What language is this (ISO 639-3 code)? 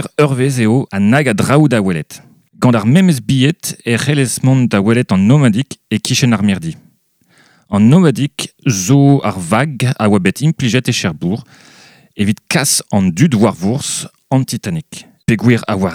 bre